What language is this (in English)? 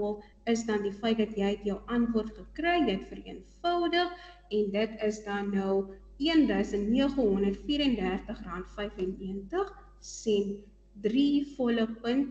Afrikaans